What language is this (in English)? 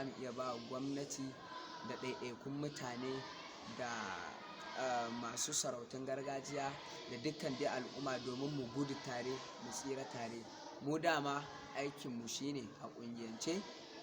Hausa